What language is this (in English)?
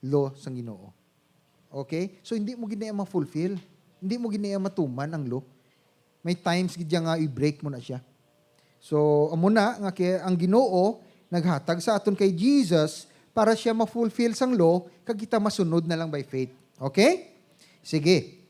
Hiligaynon